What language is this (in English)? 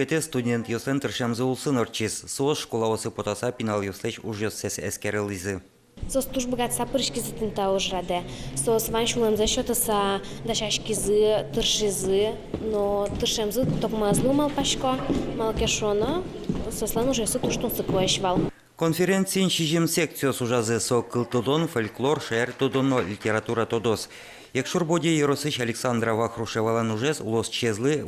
Udmurt